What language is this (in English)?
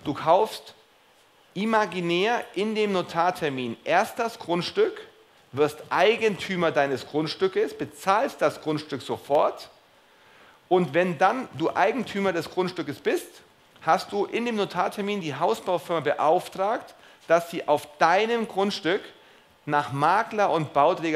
German